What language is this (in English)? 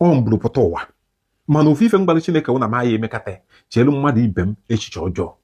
Igbo